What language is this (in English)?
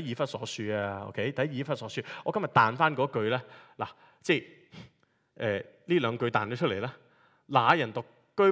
Cantonese